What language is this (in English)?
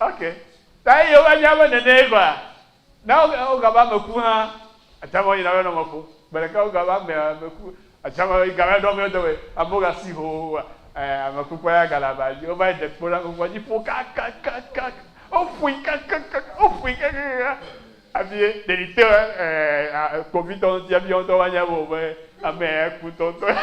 Ewe